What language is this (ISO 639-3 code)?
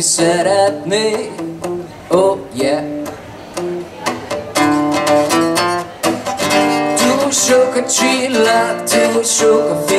hun